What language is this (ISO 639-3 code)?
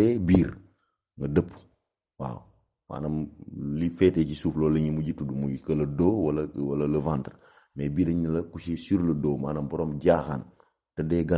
wol